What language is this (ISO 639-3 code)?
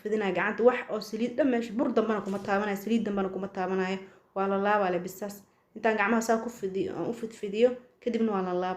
som